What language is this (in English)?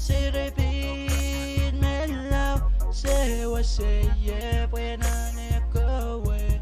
Pohnpeian